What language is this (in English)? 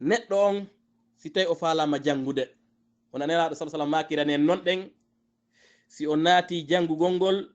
Fula